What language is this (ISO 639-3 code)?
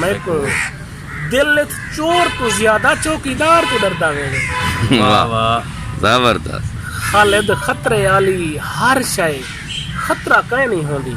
skr